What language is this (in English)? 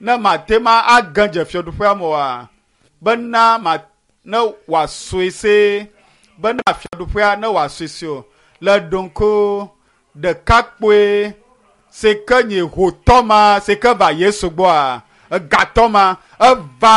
Ewe